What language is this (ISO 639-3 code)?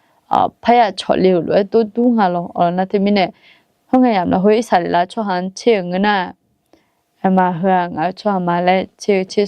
ahk